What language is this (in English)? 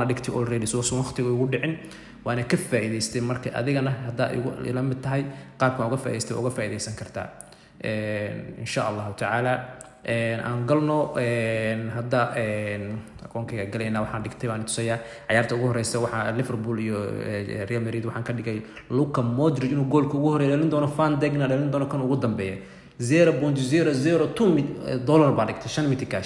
Somali